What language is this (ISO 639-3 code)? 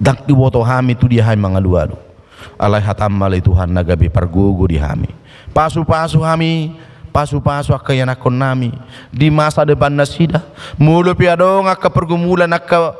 bbc